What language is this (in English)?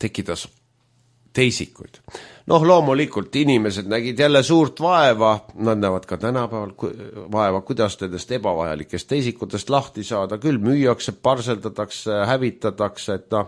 Estonian